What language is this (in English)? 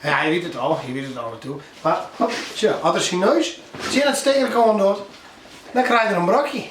Western Frisian